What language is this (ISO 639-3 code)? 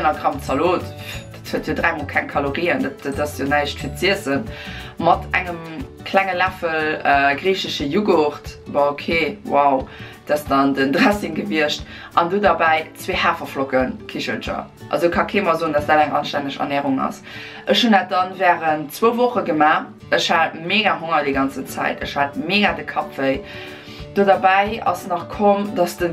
ltz